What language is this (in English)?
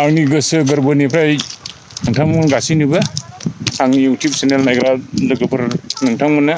Bodo